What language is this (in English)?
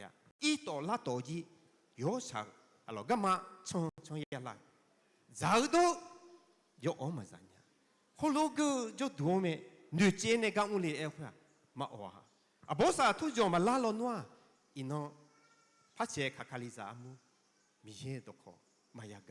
Akha